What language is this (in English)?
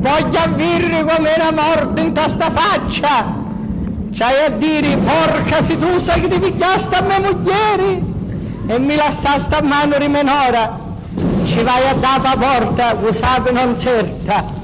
Sicilian